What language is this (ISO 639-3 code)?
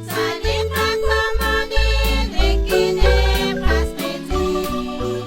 kek